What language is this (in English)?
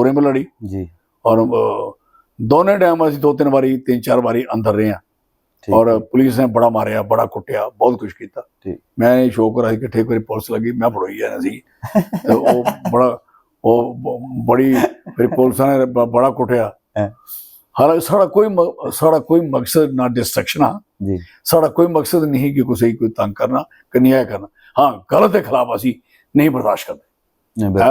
Dogri